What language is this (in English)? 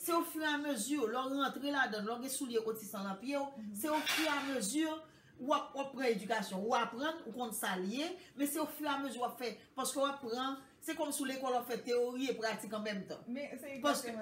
Haitian Creole